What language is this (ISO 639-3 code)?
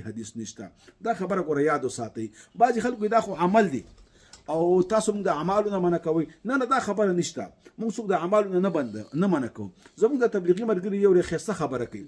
pus